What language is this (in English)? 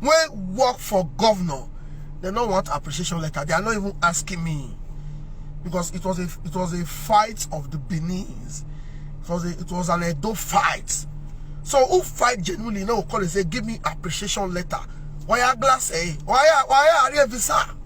Nigerian Pidgin